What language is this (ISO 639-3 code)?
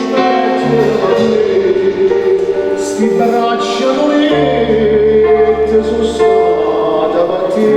nap